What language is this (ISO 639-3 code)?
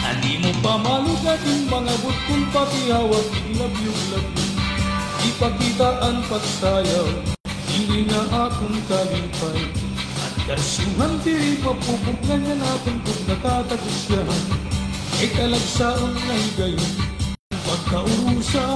war